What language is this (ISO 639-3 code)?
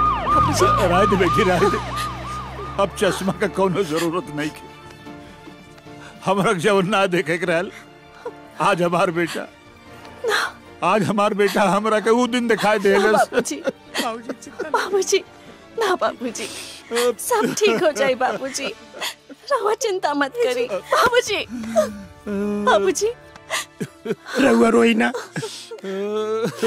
bho